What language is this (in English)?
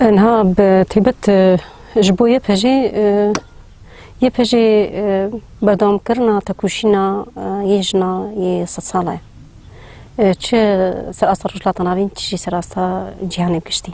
Kurdish